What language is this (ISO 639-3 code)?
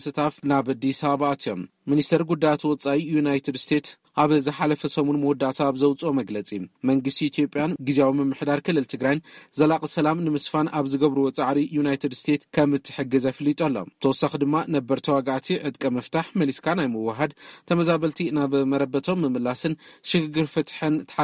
tir